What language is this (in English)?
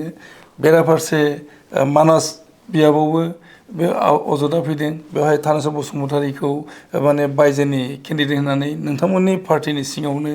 Bodo